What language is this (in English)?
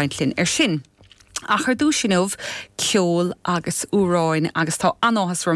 Irish